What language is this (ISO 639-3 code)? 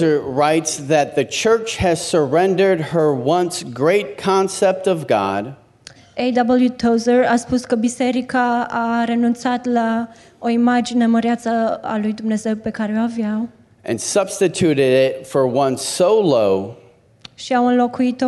ron